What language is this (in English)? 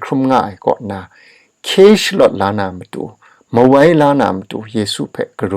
Kachin